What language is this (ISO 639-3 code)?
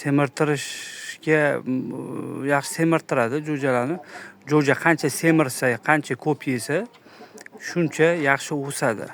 uzb